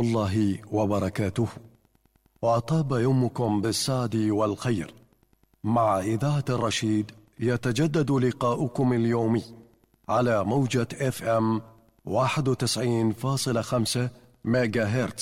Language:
Mesopotamian Arabic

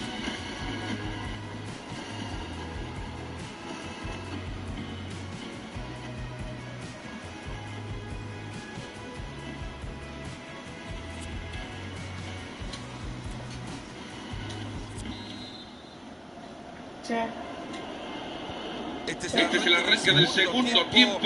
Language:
Spanish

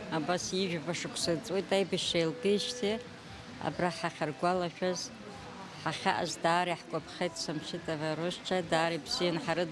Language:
Abkhazian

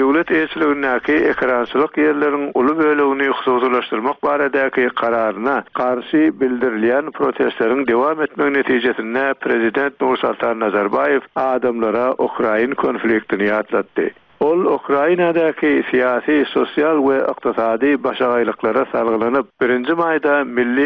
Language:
Turkmen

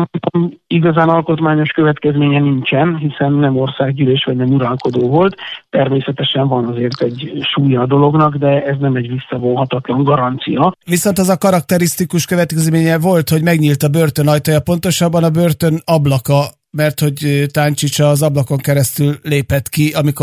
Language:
Hungarian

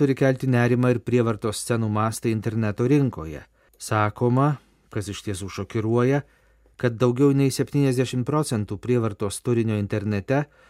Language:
Lithuanian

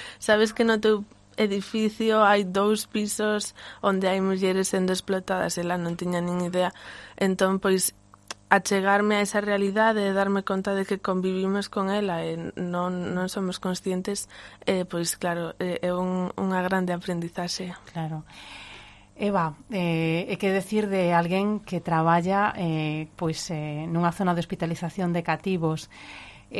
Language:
Galician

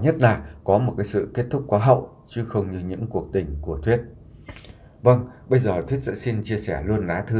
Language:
Vietnamese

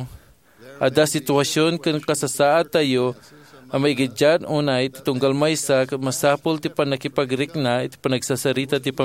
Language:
Iloko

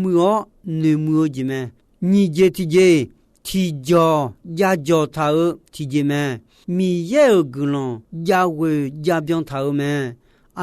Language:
Akha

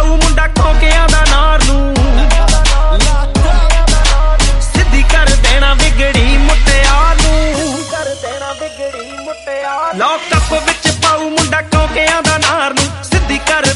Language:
Punjabi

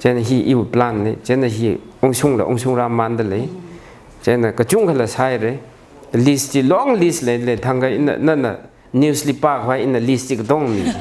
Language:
Tangkhul Naga (India)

